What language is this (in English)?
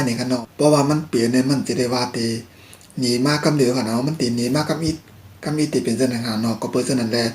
Shan